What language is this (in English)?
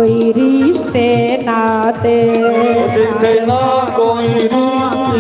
Dogri